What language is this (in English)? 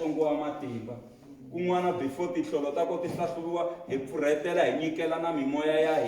Tsonga